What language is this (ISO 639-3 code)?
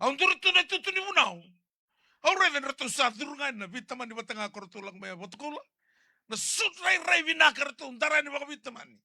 fij